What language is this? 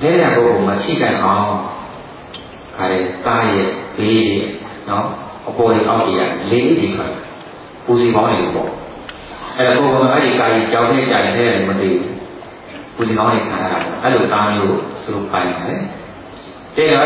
Burmese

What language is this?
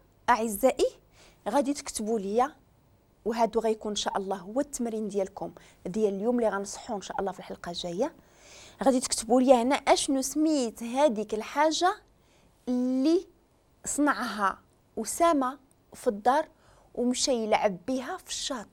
Moroccan Arabic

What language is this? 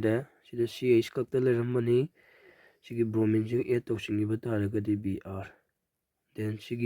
Manipuri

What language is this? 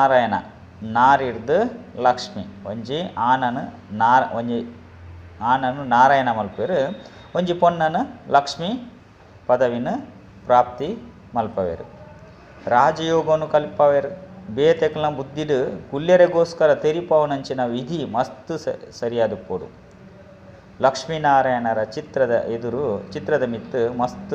Tulu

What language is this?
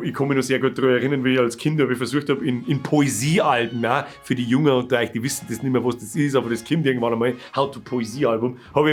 Bavarian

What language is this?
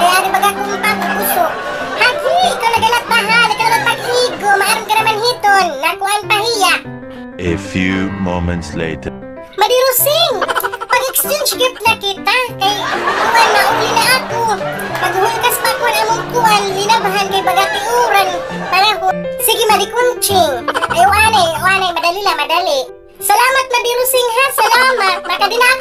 Waray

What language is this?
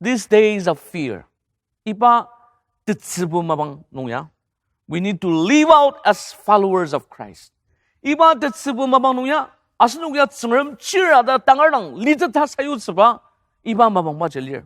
Ao Naga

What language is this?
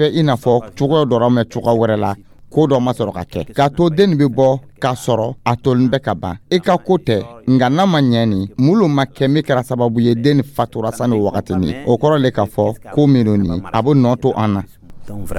Dyula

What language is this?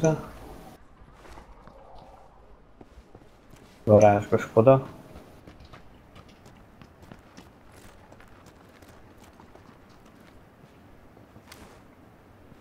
Hungarian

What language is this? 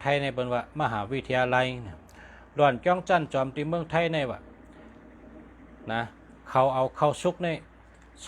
Shan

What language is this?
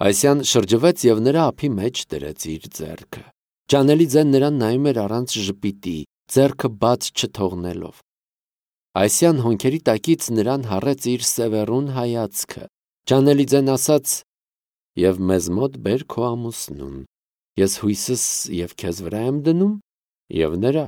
Armenian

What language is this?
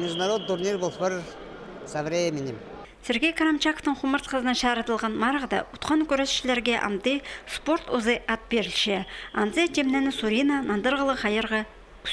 Khakas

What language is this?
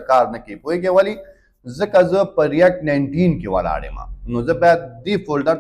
Pashto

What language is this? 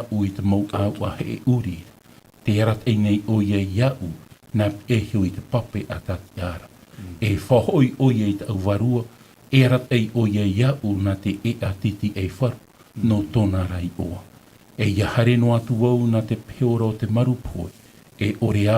Tahitian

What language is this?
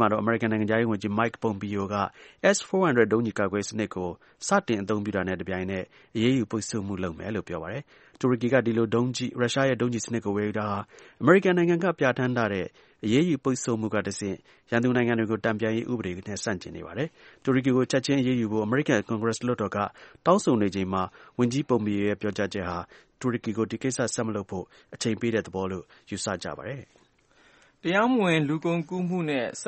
Burmese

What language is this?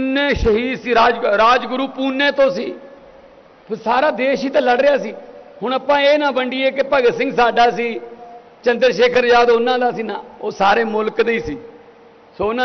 Punjabi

